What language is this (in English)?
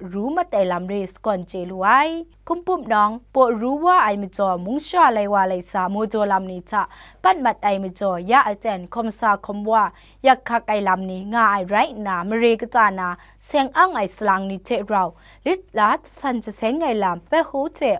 Kachin